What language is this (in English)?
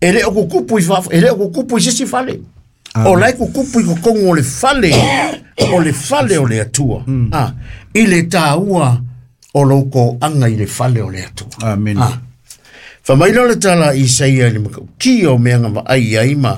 Samoan